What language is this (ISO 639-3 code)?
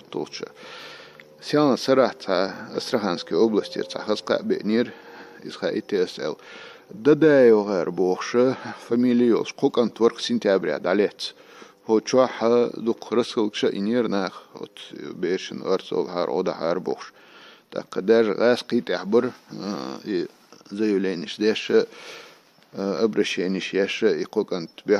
che